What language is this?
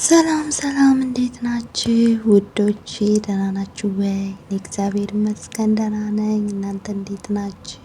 Amharic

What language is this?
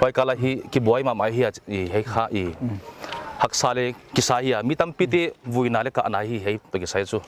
Paite Chin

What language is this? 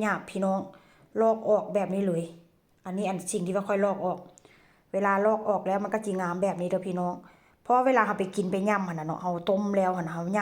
Northeastern Thai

